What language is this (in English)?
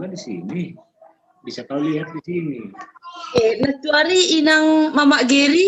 Batak Simalungun